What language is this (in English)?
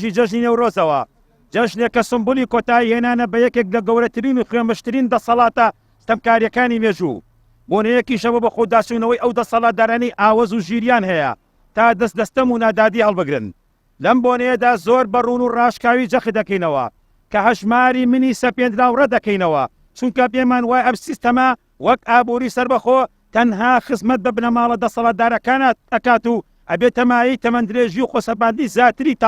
Central Kurdish